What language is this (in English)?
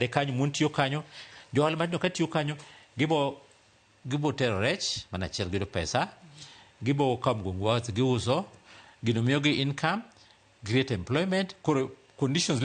Luo (Kenya and Tanzania)